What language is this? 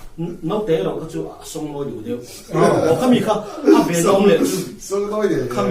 Mizo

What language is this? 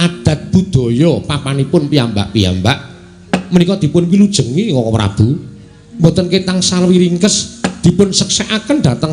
Javanese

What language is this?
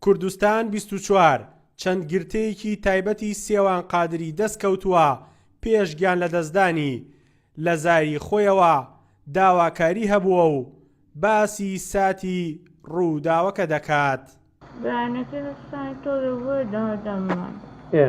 Central Kurdish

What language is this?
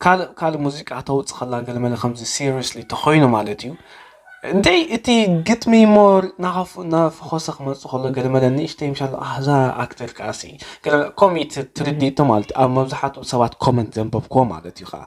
Tigrinya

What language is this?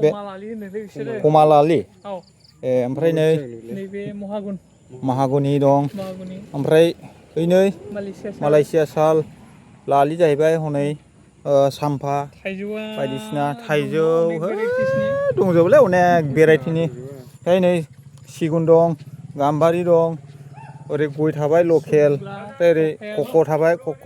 Bodo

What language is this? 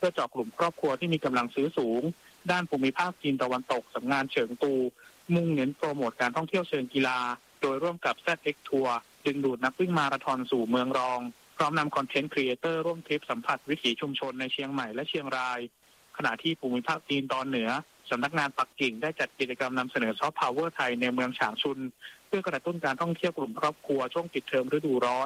Thai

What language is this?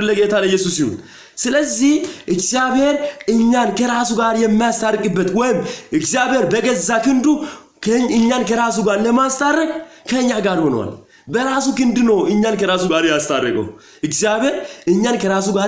Amharic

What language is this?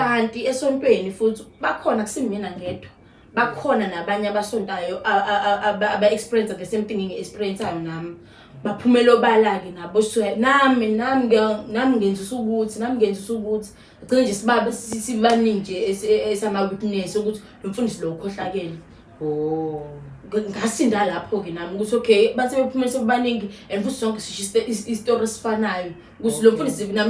Zulu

